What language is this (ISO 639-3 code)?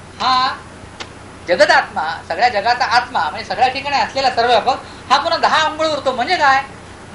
mar